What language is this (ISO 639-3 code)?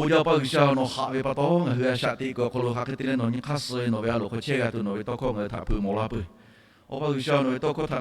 lhu